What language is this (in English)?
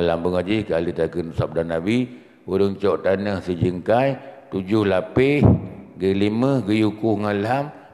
Achinese